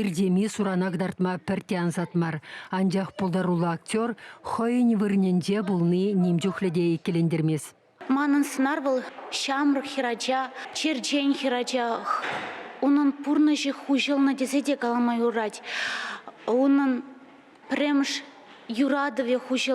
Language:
Chuvash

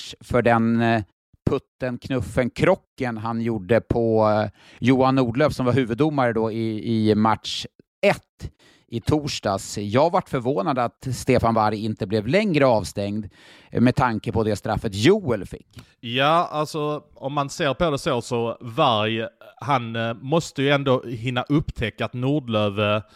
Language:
Swedish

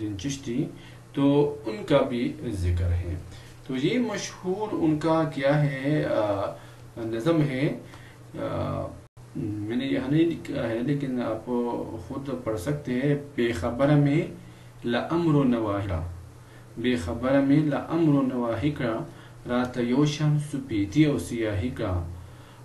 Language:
Urdu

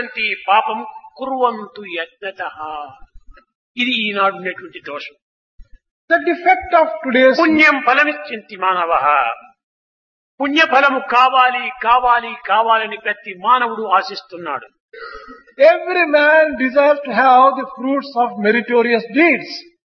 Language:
Telugu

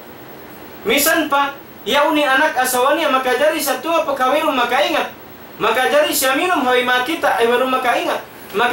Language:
Tausug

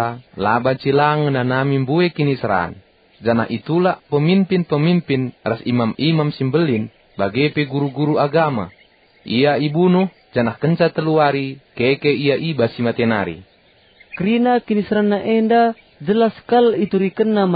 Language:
Batak Karo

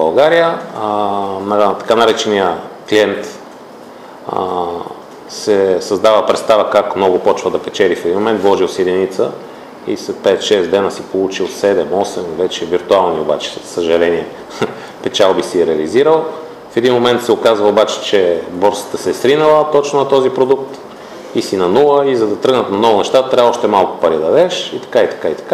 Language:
Bulgarian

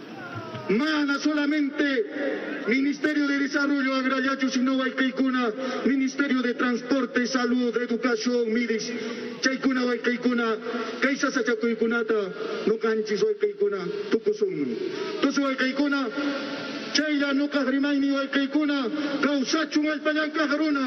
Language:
Ayacucho Quechua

